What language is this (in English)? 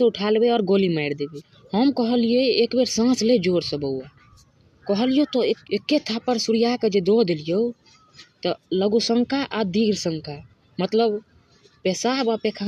Maithili